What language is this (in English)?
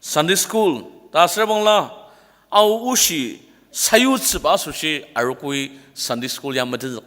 Ao Naga